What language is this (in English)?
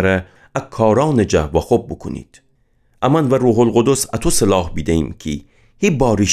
Gilaki